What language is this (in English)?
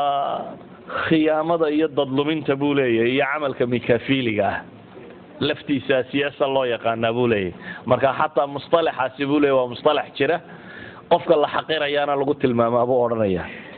Somali